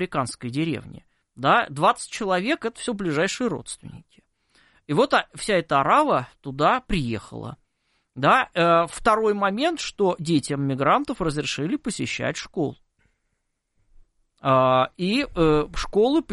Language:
Russian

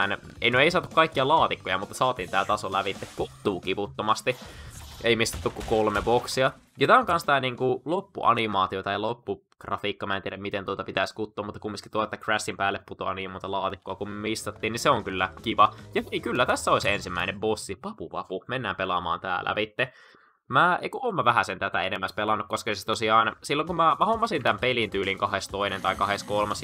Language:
Finnish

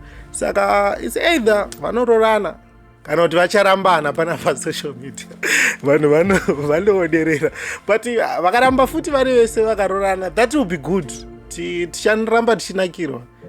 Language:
Shona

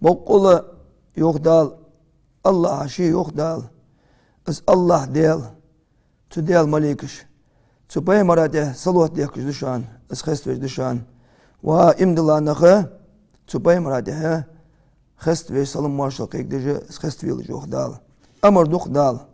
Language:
Ingush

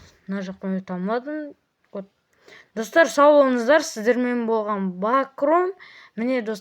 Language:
Kazakh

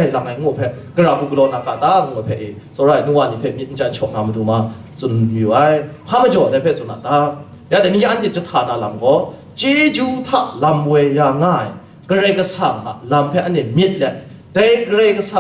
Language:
Kachin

